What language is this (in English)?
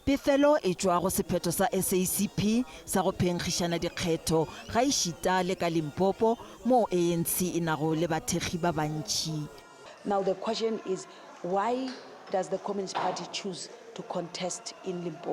Northern Sotho